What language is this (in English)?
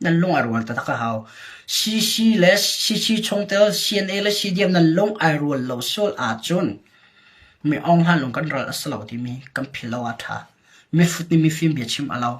Hakha Chin